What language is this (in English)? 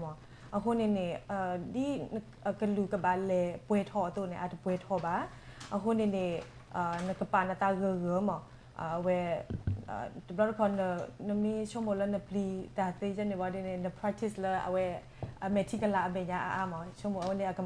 S'gaw Karen